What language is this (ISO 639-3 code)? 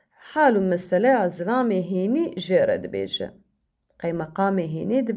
kur